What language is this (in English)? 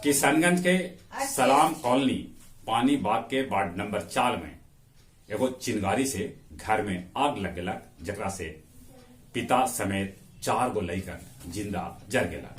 Magahi